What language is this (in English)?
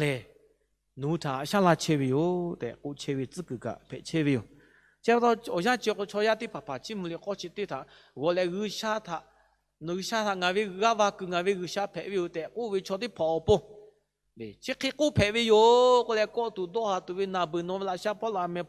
Lahu